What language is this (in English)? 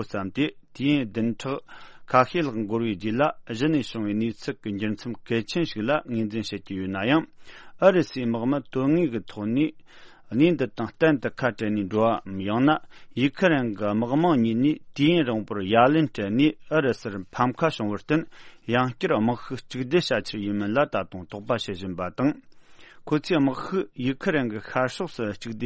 Tibetan